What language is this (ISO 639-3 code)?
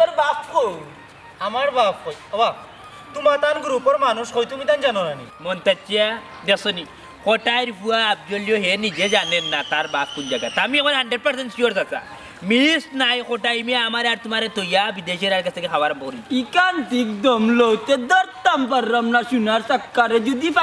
syl